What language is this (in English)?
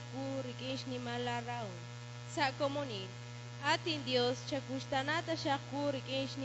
Kekchí